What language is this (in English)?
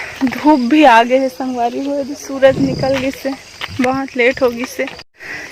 Chhattisgarhi